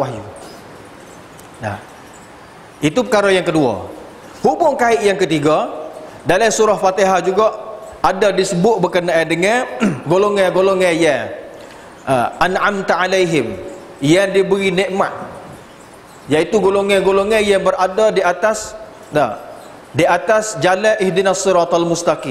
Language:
Malay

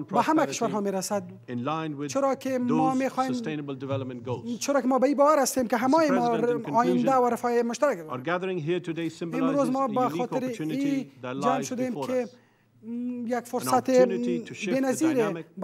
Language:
Persian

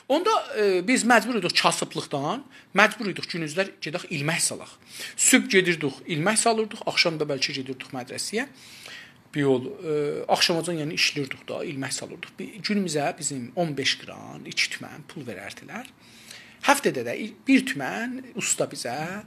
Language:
South Azerbaijani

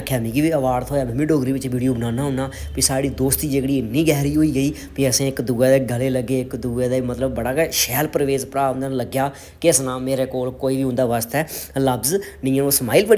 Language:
Dogri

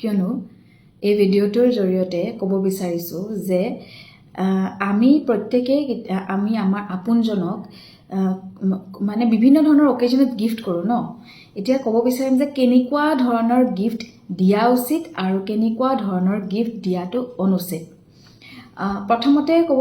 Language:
Assamese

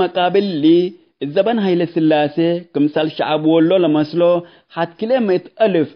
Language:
Tigre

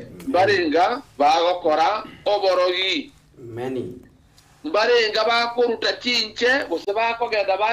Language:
Gusii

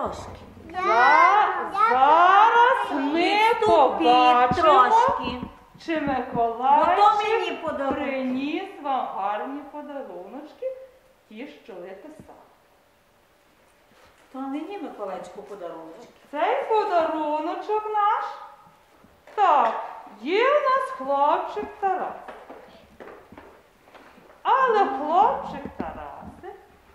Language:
Ukrainian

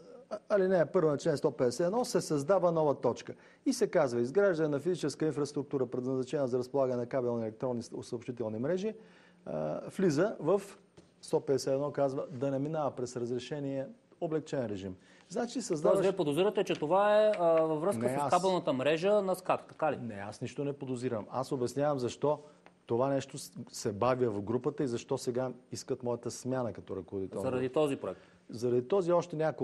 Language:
Bulgarian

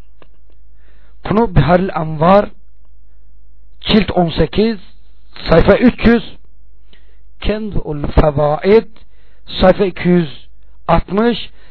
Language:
Turkish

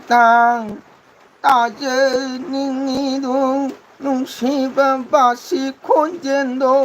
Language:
Manipuri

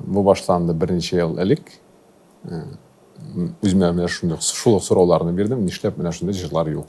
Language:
Tatar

